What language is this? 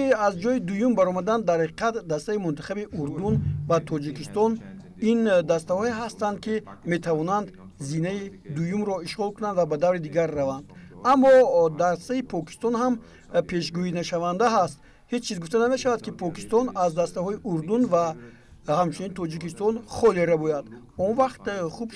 Tajik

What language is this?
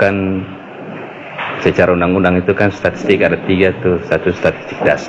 Indonesian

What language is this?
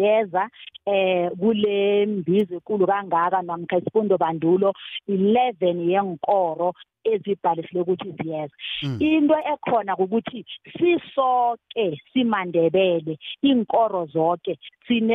South Ndebele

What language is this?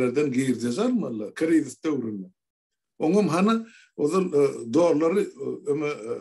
Turkmen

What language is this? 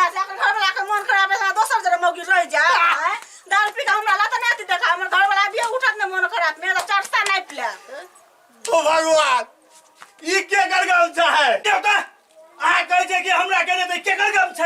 Maithili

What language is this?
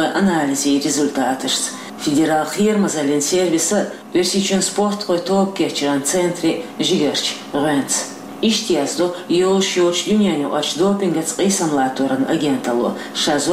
Chechen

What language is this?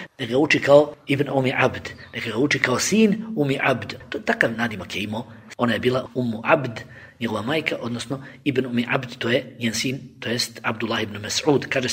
Bosnian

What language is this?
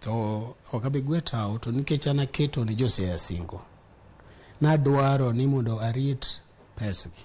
Luo (Kenya and Tanzania)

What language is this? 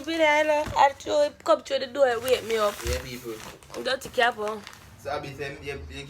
Jamaican Creole English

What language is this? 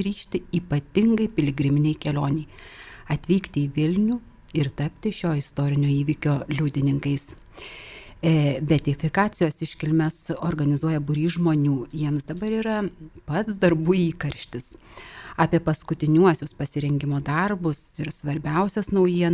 Lithuanian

